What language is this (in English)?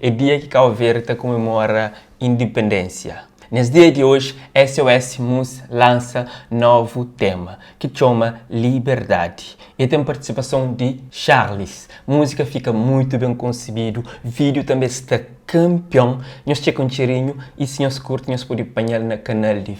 Kabuverdianu